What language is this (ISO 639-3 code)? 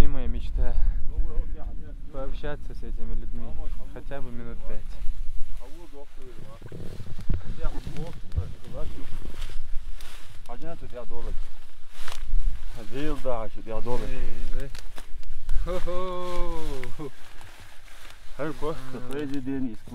rus